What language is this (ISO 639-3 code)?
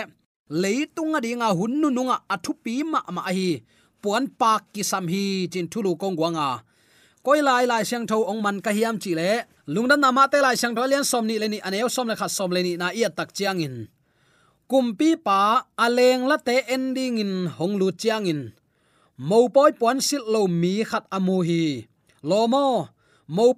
ctd